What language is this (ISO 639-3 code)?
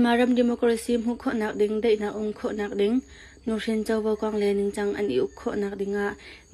cnh